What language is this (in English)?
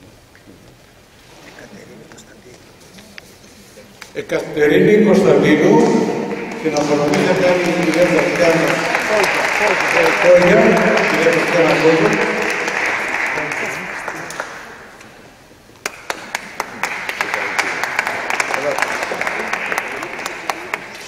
Greek